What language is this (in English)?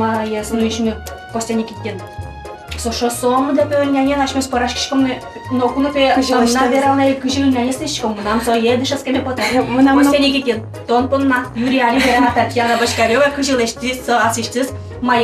Udmurt